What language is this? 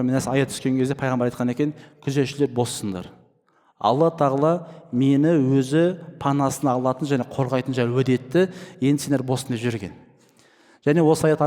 Kazakh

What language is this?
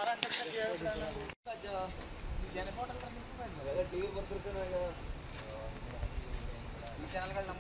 Kannada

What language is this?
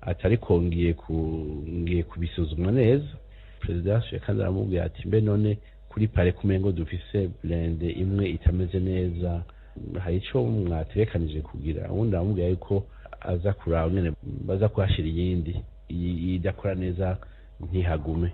Rundi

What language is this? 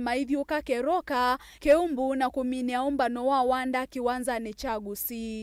Kamba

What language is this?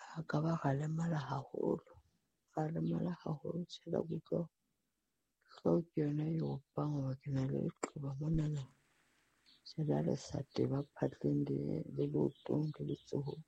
Southern Sotho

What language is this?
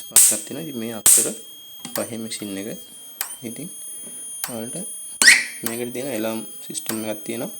Sinhala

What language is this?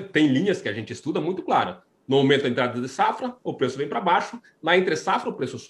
Portuguese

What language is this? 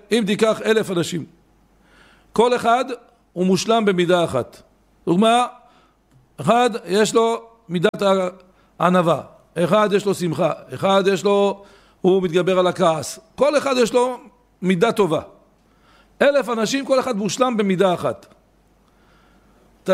Hebrew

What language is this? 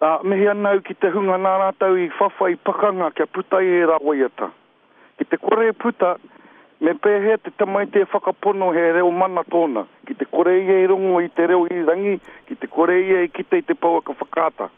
Māori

